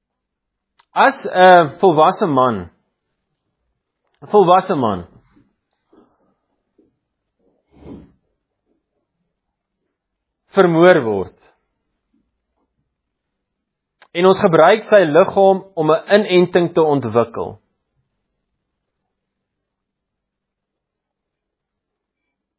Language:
Afrikaans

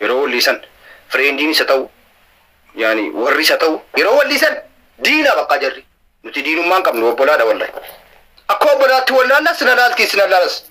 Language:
Oromo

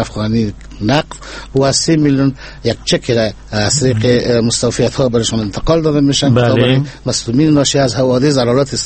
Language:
Persian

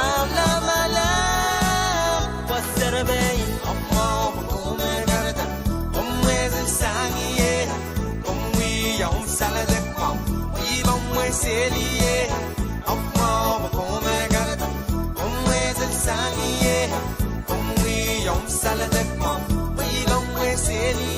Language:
Pohnpeian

